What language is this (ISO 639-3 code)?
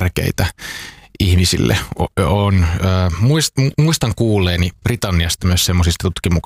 fin